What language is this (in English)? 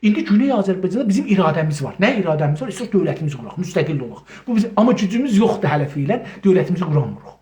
South Azerbaijani